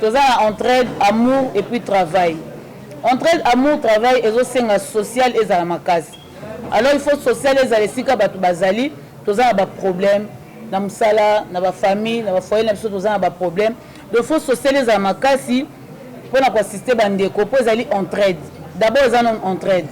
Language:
Lingala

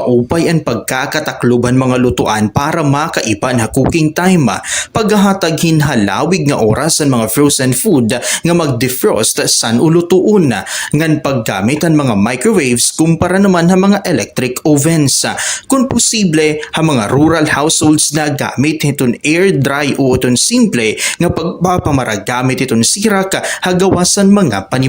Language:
Waray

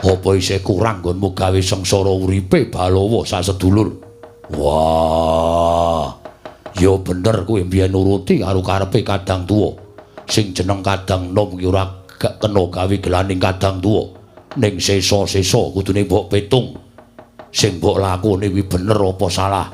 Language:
Javanese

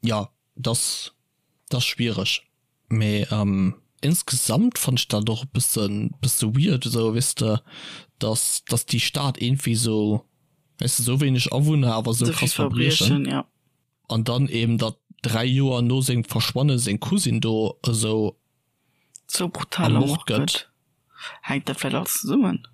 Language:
Luxembourgish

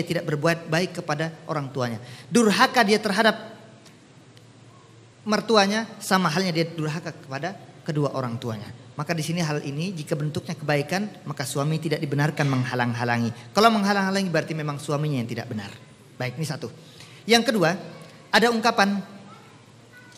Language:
Indonesian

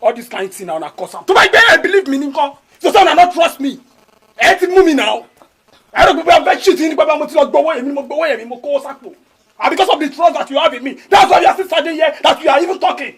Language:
Yoruba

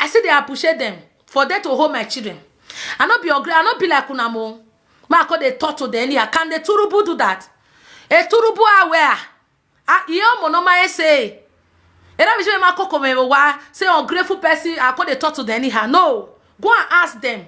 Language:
Nigerian Pidgin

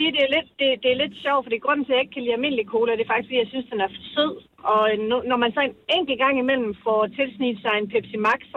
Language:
Danish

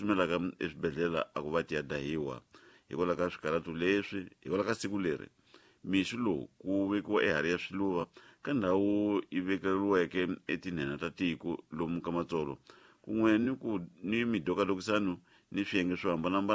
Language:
Tsonga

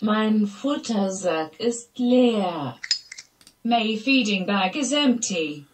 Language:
Bavarian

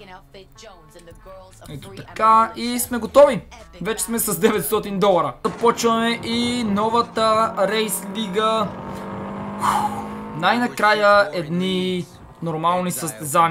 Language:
Bulgarian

